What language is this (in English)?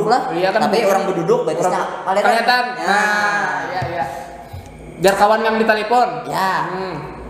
Banjar